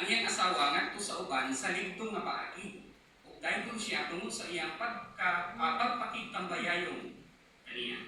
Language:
Cebuano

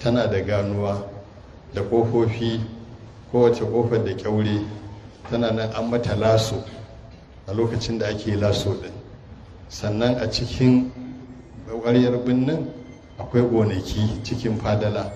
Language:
Hausa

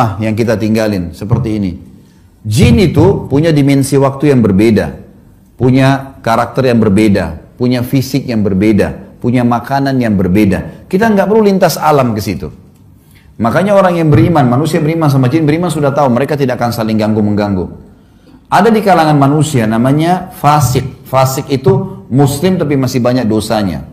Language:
Indonesian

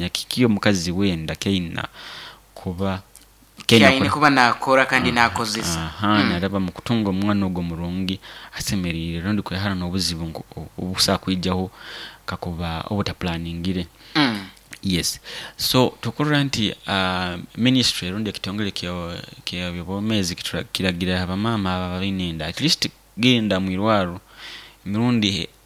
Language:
Nyoro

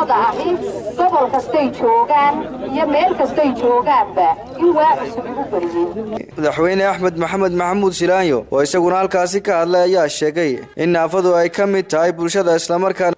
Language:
Somali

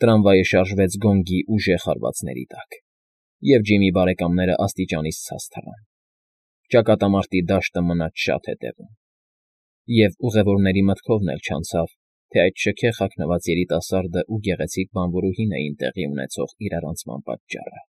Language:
Armenian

